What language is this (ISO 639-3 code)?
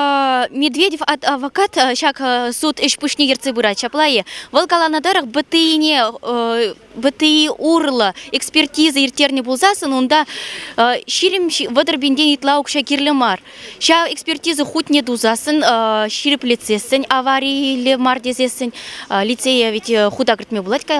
chv